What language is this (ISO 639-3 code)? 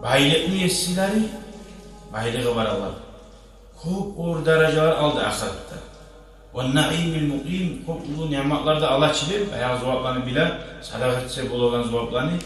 kum